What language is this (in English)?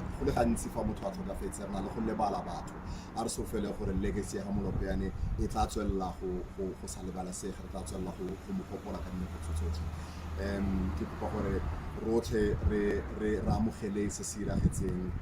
Tswana